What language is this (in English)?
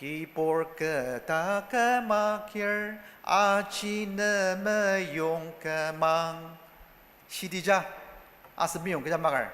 Ao Naga